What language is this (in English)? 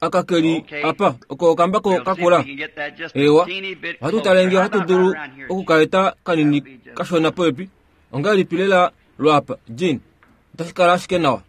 Kuanyama